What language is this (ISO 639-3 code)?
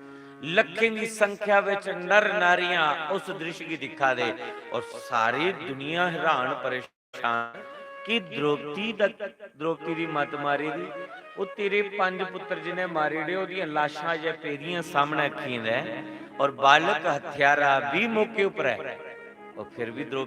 doi